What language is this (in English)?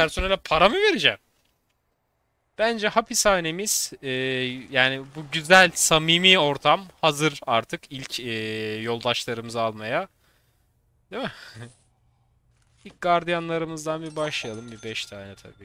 Turkish